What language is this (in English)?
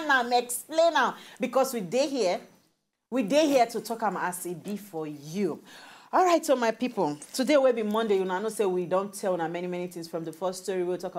Nigerian Pidgin